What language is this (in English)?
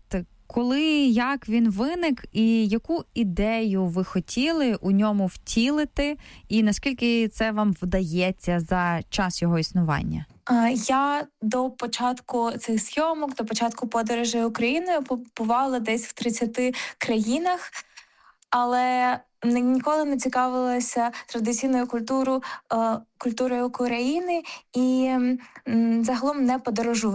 Ukrainian